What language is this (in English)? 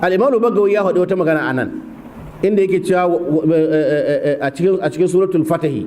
Hausa